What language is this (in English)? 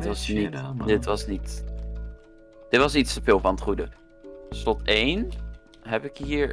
Dutch